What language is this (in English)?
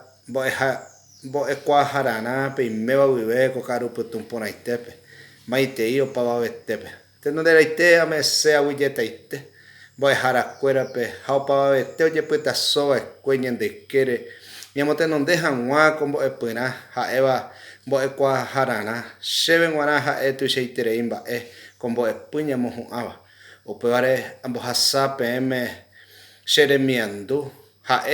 Guarani